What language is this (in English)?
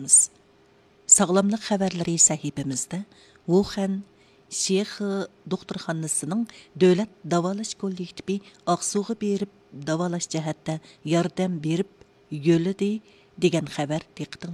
Uyghur